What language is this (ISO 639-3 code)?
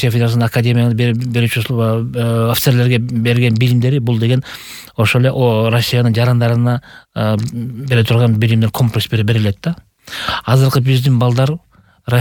kir